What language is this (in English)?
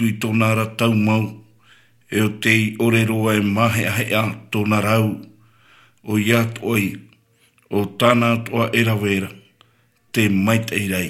Tahitian